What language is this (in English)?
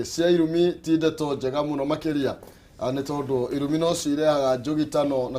Kikuyu